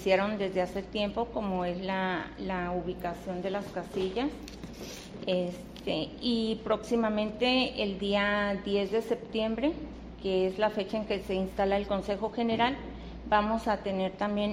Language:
Spanish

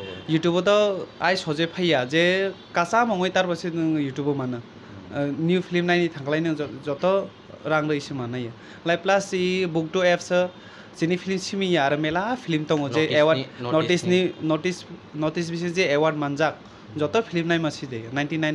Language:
Kok Borok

